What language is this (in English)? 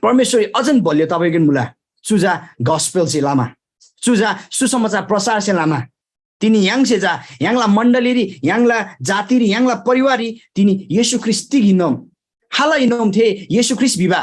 Eastern Tamang